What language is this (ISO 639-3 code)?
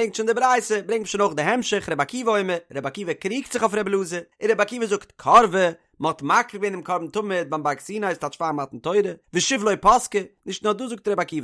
yid